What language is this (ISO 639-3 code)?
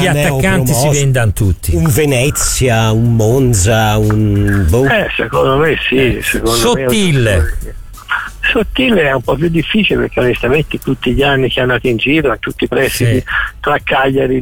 ita